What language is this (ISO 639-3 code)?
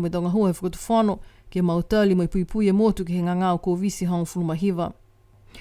niu